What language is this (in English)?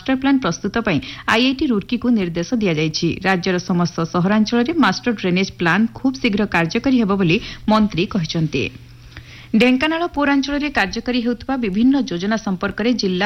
Odia